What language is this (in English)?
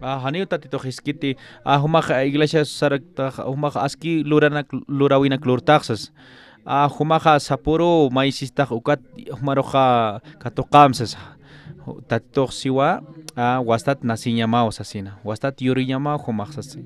Aymara